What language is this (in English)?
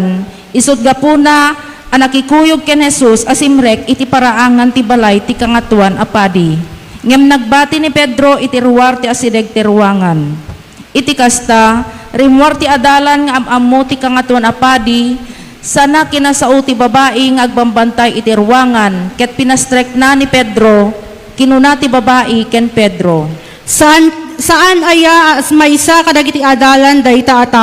Iloko